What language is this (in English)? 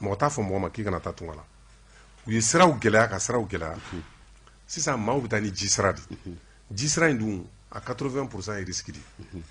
Bambara